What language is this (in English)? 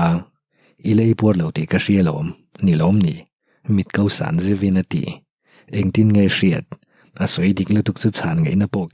Mizo